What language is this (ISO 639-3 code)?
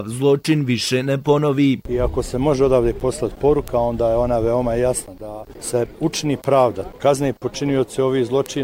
bos